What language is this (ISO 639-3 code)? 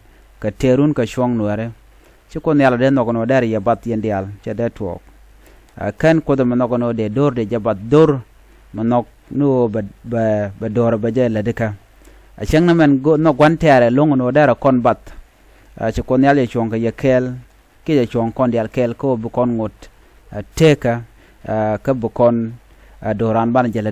nus